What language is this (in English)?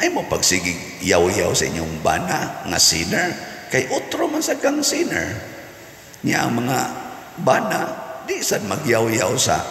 Cebuano